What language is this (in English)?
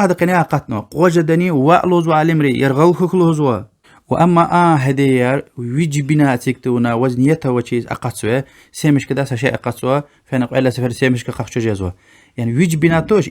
Lezghian